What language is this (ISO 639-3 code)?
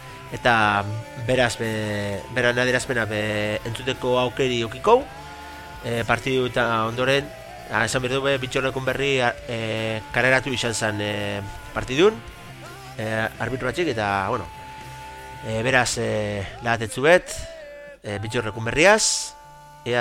eus